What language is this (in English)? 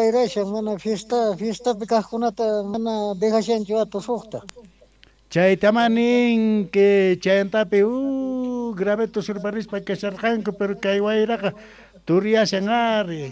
Quechua